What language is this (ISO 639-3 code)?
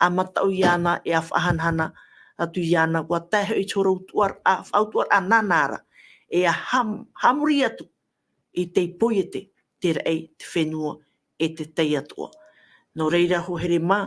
tah